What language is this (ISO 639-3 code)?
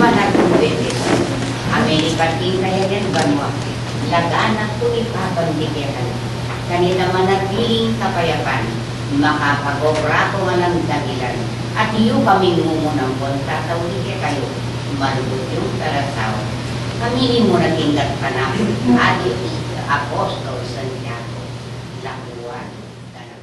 pam